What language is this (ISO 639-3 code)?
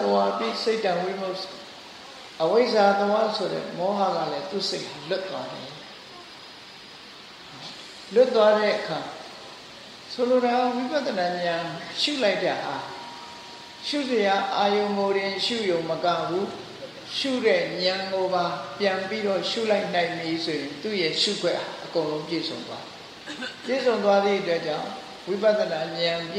mya